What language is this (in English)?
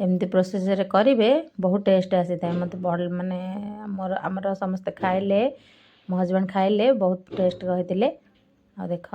Odia